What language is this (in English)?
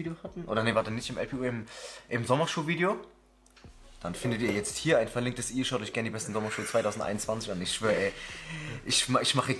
German